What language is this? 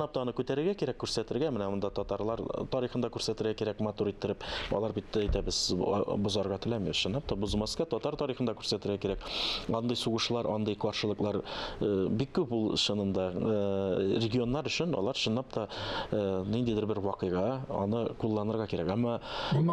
Tatar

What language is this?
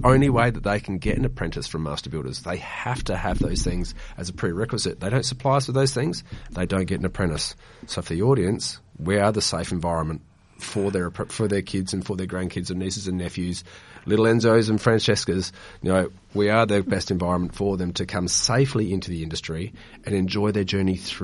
English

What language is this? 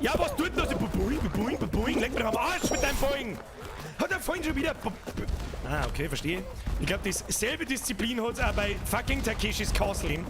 Bavarian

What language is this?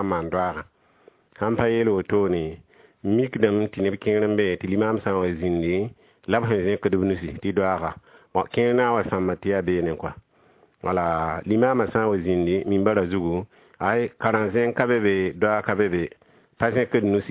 Mossi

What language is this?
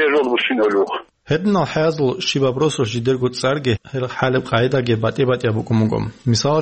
Avaric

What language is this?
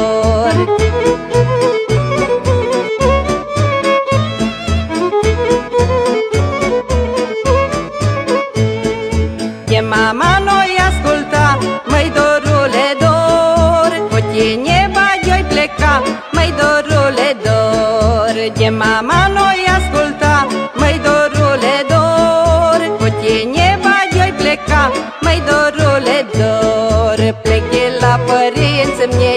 Romanian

